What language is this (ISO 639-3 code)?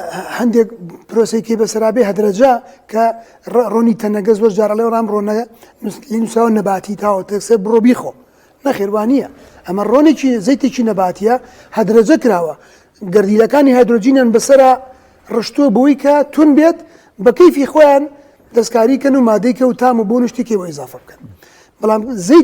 ckb